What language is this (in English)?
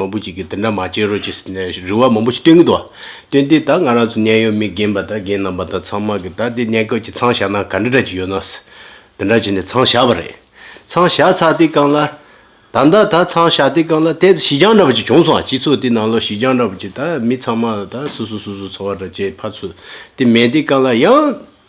Tibetan